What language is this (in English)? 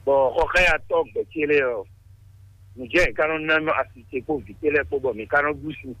Fon